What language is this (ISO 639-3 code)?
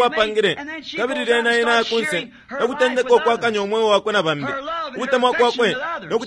bem